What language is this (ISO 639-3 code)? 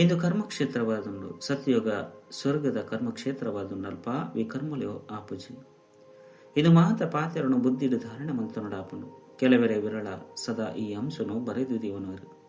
tcy